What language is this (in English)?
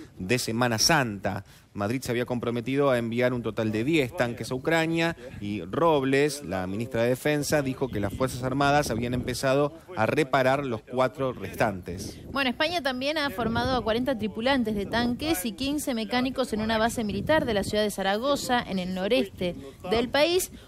Spanish